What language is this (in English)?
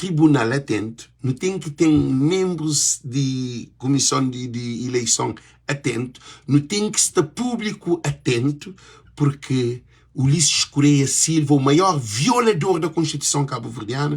Kabuverdianu